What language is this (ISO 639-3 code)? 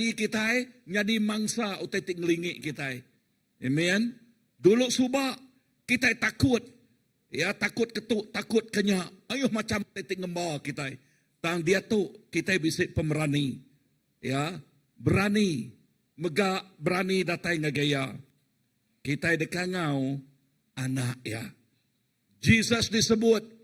iba